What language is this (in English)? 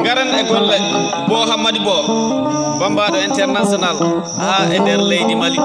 Fula